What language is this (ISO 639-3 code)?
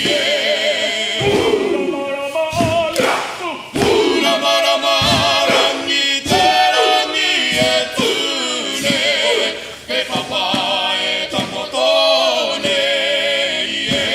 mri